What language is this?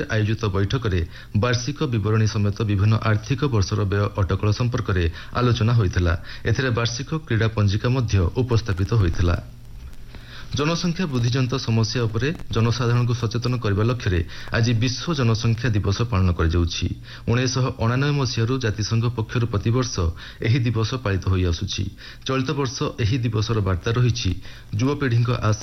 Odia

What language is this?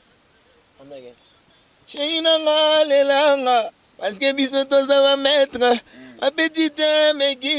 Lingala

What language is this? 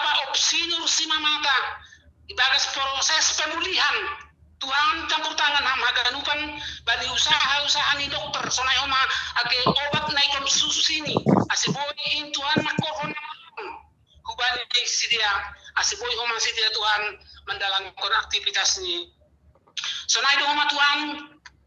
Batak Simalungun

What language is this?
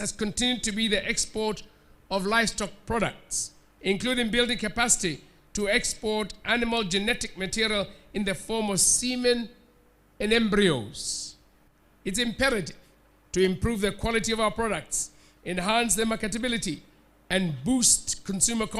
Tswana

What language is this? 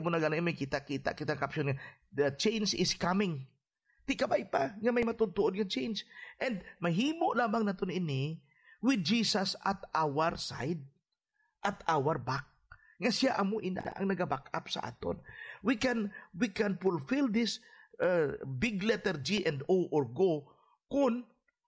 Hiligaynon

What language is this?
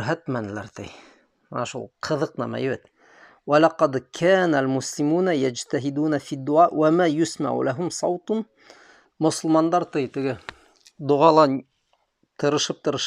Bashkir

